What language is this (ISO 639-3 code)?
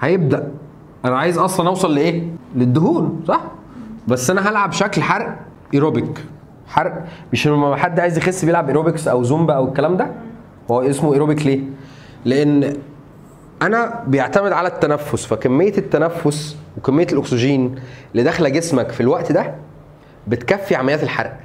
arz